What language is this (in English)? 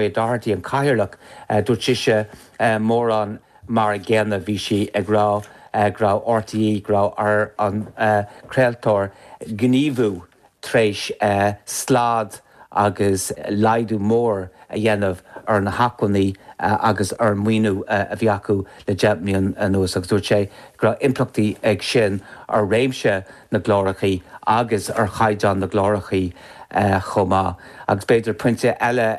Irish